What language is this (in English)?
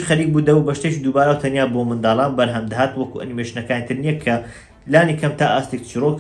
Central Kurdish